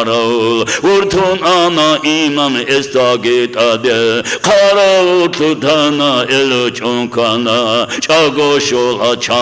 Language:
Avaric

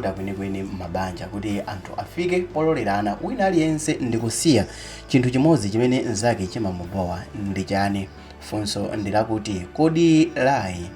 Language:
Nyanja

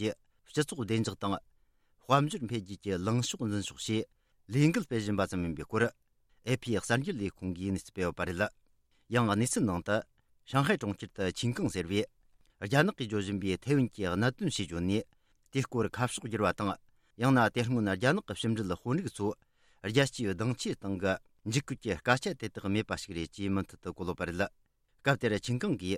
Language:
Tibetan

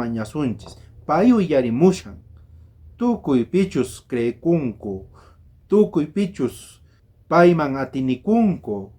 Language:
South Bolivian Quechua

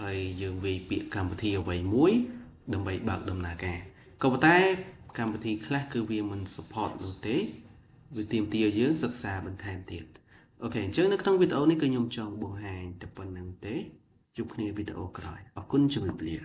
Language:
Khmer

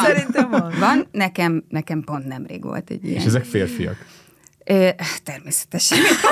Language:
Hungarian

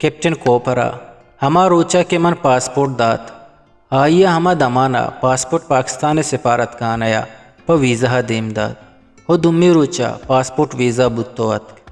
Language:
Eastern Balochi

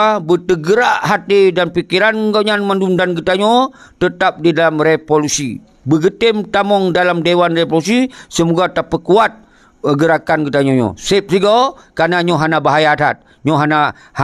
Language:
Achinese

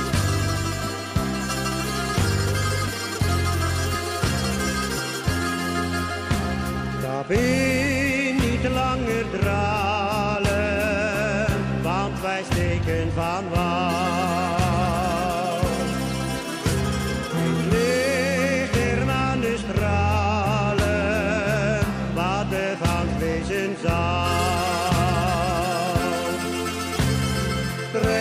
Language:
Dutch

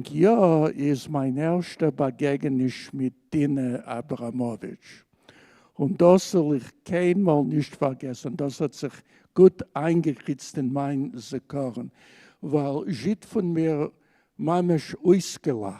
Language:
Yiddish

